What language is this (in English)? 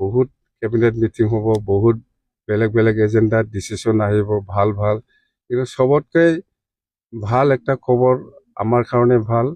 Assamese